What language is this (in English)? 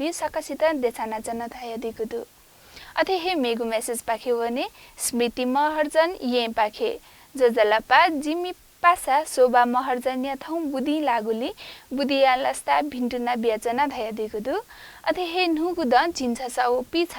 Newari